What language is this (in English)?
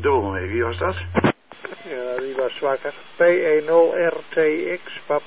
Dutch